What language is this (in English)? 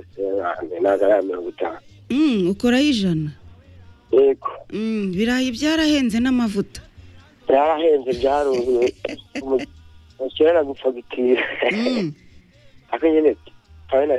Kinyarwanda